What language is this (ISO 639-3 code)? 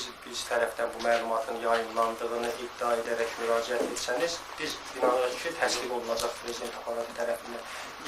aze